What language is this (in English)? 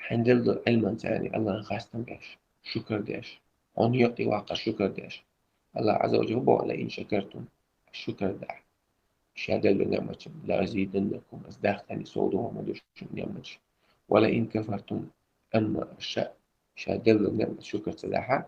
Chechen